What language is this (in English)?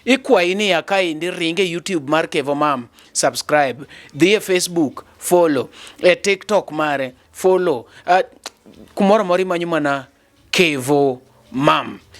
Luo (Kenya and Tanzania)